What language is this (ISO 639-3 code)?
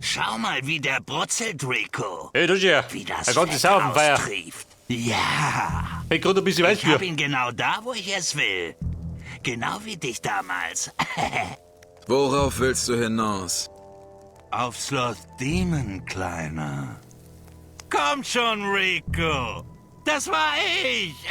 bar